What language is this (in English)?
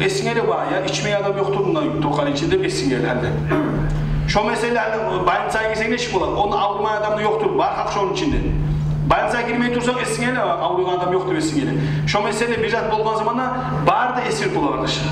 Kumyk